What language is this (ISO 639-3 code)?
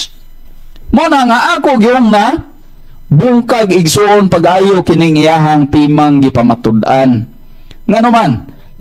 ceb